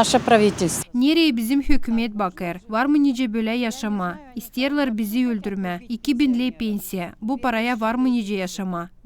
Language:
Gagauz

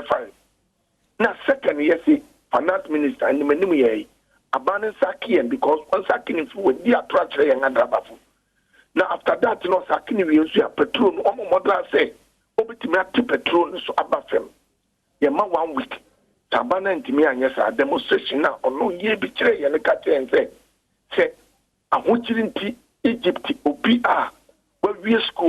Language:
Akan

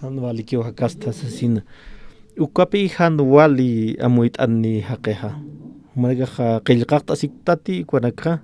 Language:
Aymara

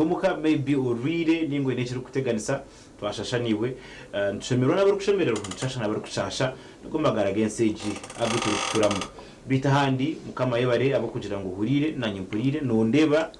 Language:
Nyankole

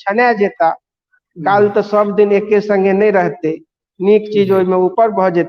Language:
Maithili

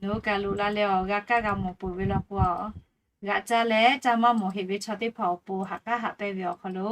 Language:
Lahu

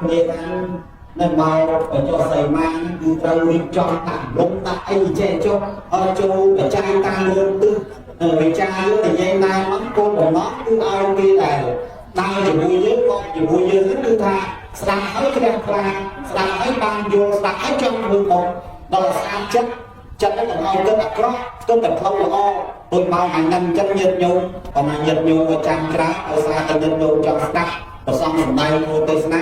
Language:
Khmer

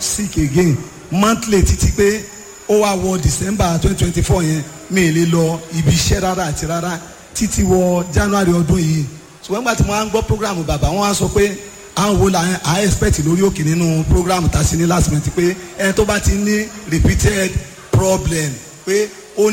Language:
Yoruba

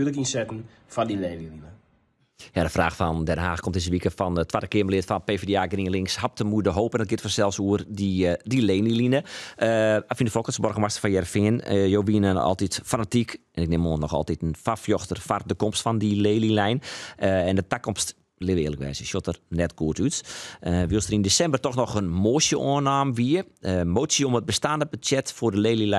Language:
Western Frisian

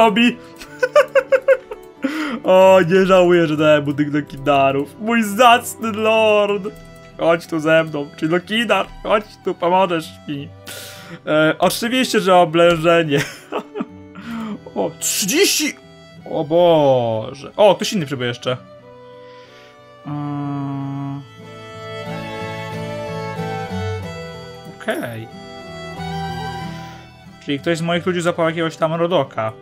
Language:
Polish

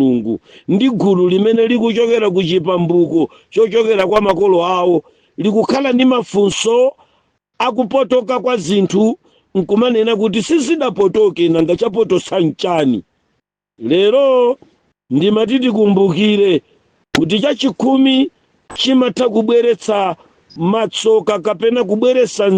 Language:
Nyanja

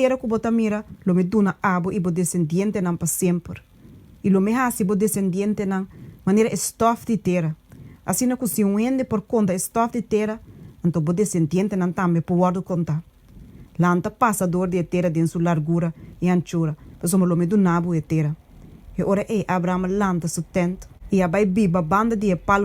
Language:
Papiamento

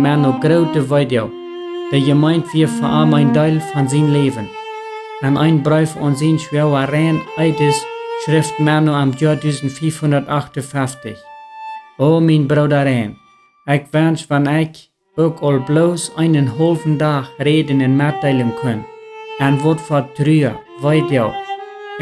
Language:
Plautdietsch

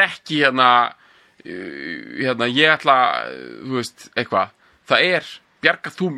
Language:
Icelandic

